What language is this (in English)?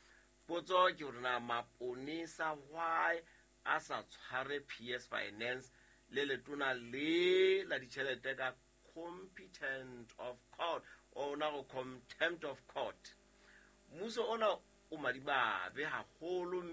Southern Sotho